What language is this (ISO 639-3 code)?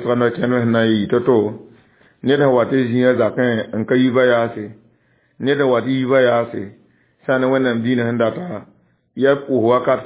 mos